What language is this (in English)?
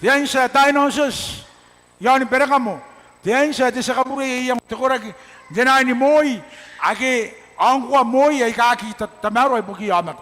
Gilbertese